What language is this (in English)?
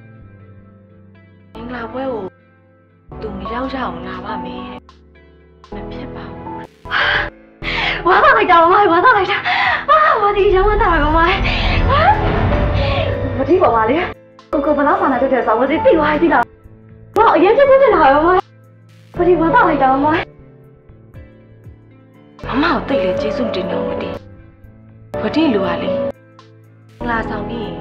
Burmese